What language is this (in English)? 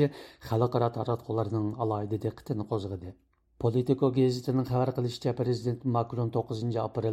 Uyghur